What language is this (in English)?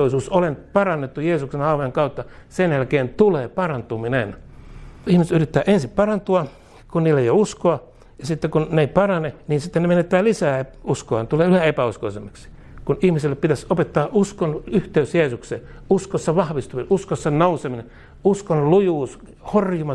Finnish